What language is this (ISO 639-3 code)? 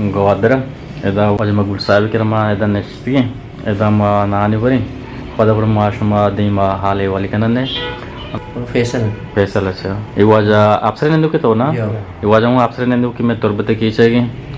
bgp